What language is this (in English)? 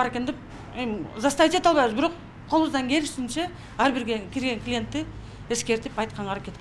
Kyrgyz